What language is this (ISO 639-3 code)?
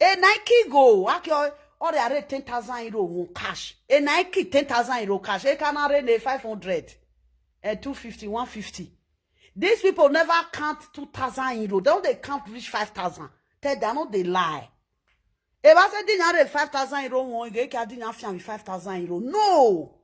pcm